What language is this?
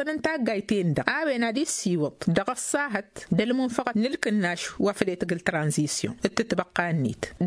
Tamasheq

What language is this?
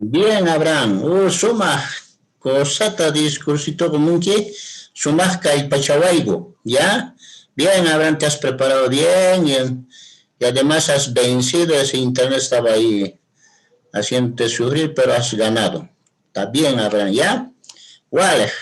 Quechua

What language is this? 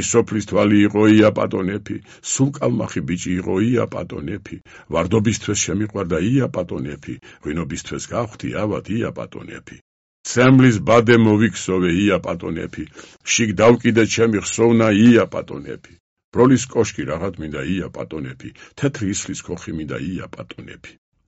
Georgian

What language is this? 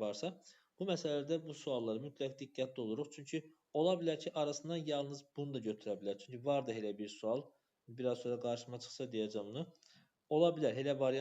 Azerbaijani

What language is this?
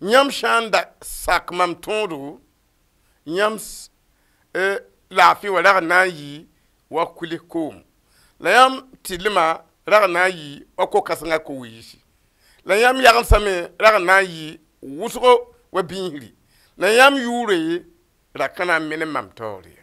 Mossi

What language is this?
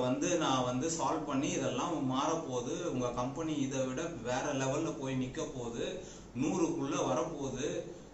Tamil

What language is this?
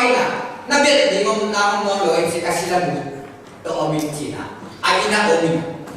Tedim Chin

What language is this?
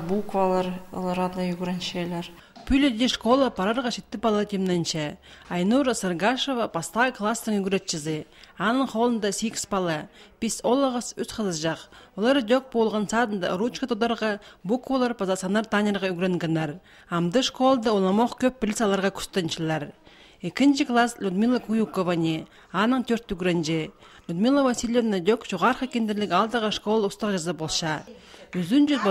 Khakas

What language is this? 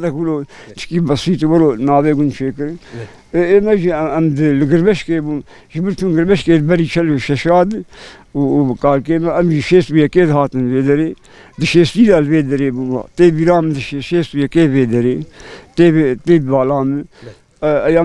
Kurdish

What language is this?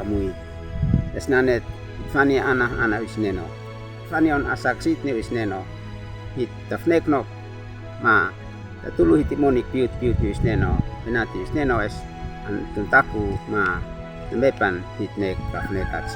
Uab Meto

